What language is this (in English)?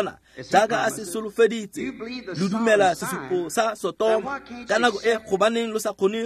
Tswana